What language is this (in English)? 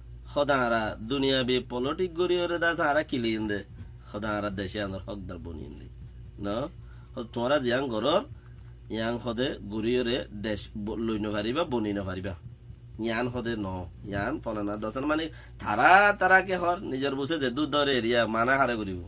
Rohingya